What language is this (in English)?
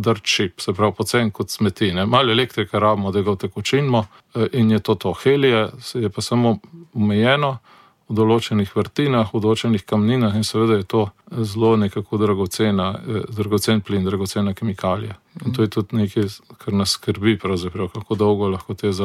Slovenian